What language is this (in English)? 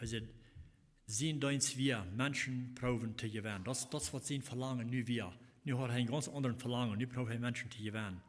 Plautdietsch